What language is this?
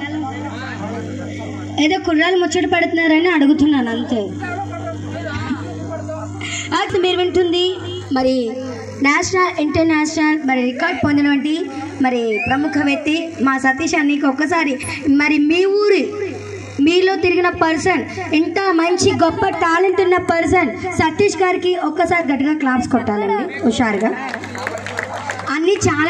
Telugu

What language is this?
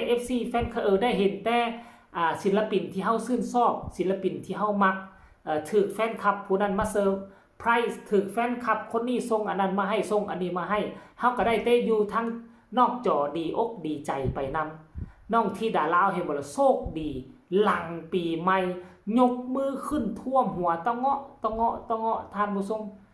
Northeastern Thai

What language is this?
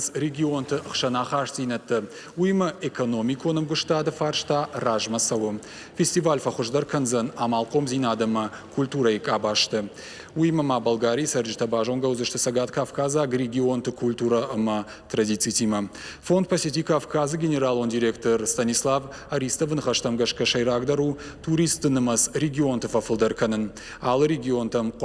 Ossetic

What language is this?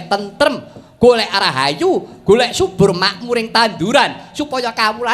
Javanese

